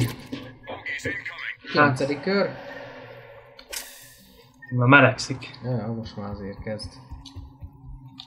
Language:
Hungarian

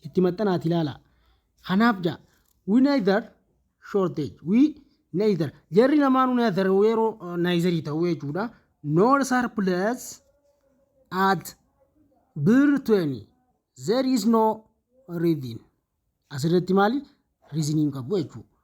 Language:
Oromo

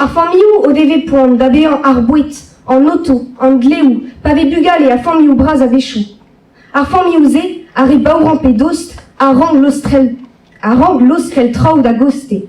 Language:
Breton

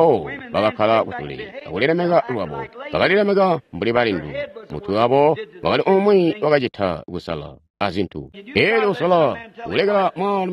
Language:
Tonga (Zambia)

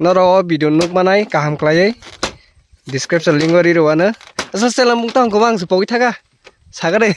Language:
Kok Borok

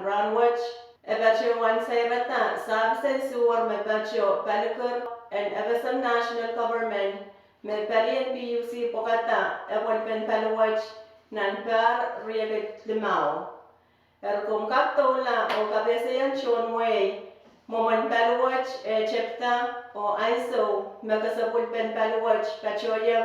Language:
Pohnpeian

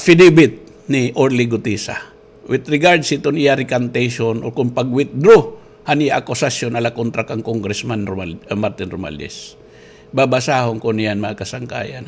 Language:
Waray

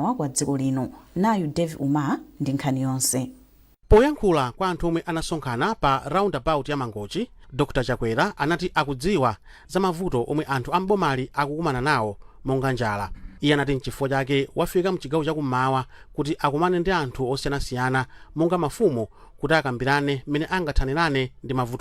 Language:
Nyanja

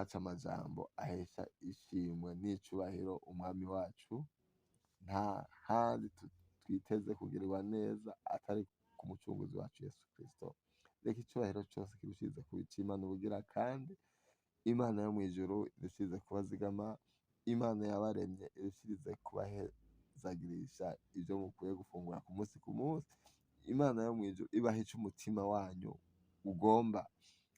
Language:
Rundi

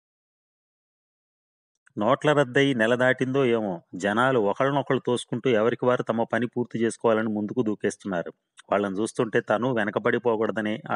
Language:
Telugu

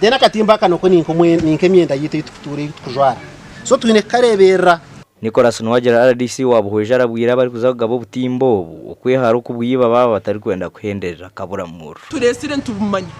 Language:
Nyankole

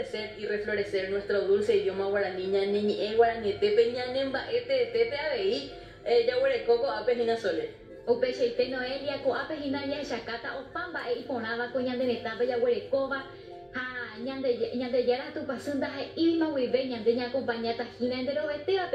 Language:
Guarani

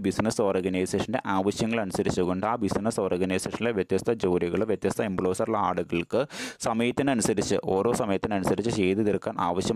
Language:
Malayalam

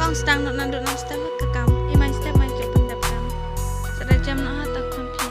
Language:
Khasi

